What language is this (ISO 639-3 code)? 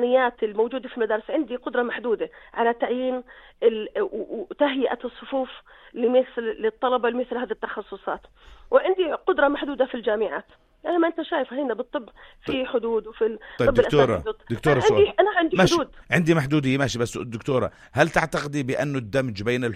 apc